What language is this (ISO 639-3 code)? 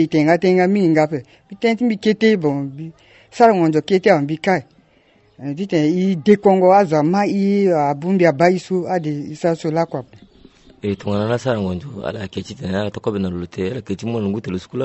sag